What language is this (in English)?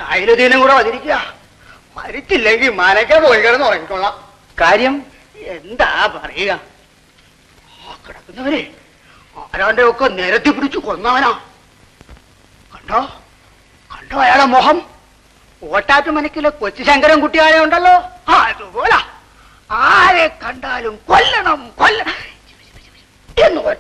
Malayalam